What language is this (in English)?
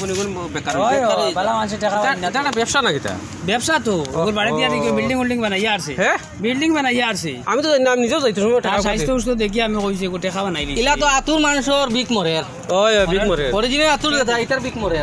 Sylheti